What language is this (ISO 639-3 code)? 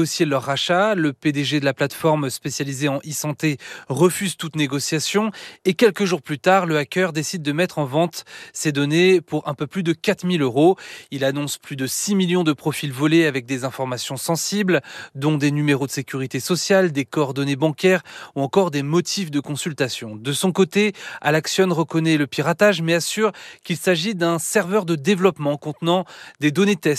fra